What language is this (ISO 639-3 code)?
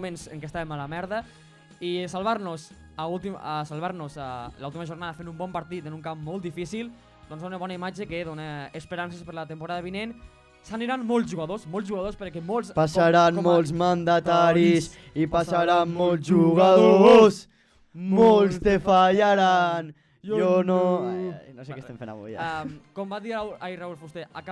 cat